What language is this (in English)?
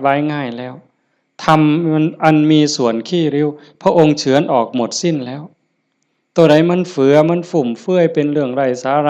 Northeastern Thai